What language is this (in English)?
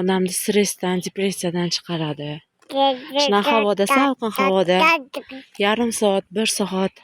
Uzbek